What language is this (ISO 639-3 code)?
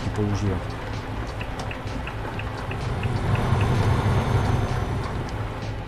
slk